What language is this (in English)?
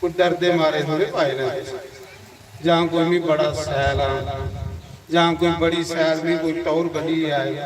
Dogri